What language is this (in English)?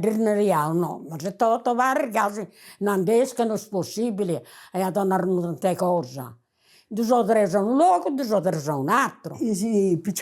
Sardinian